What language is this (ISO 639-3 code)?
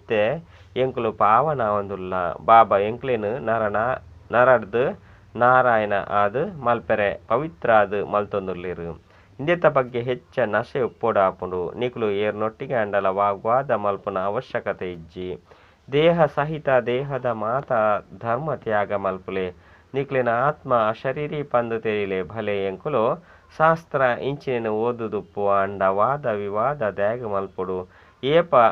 tcy